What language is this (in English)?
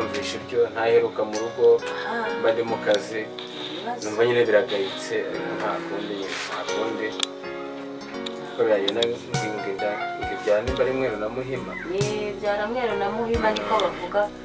Kinyarwanda